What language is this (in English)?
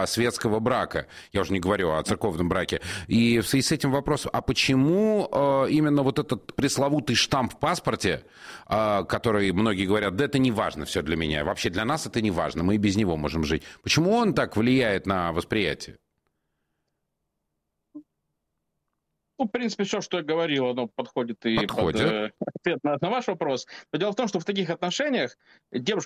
Russian